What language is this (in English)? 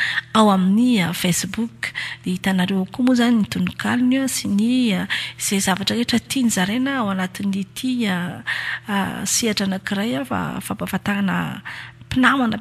Malagasy